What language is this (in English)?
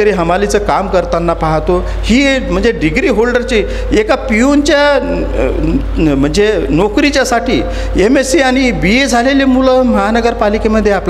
Marathi